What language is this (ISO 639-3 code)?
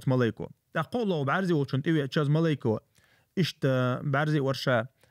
che